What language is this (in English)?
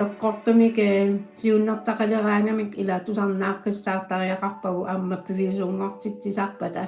Kalaallisut